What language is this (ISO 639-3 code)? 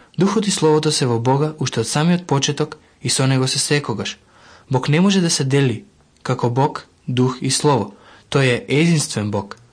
mkd